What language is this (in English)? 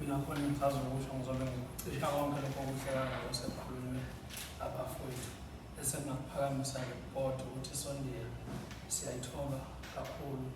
Zulu